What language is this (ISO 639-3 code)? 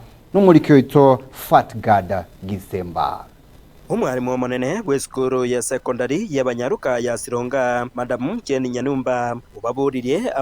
guz